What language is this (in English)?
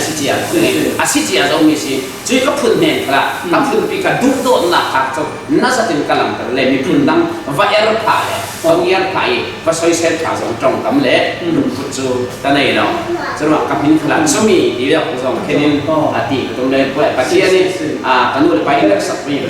Falam Chin